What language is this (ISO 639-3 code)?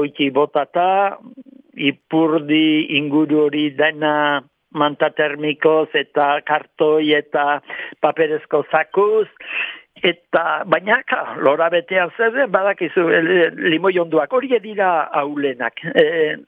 eus